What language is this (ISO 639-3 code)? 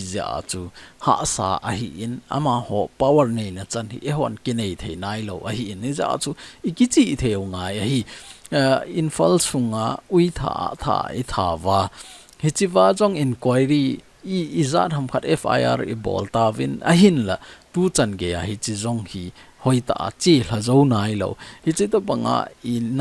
tcz